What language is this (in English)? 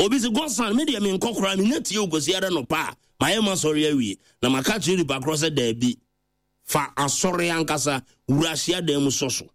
Akan